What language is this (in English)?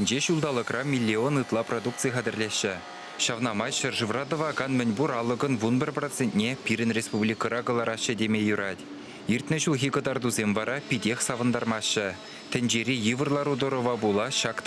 Chuvash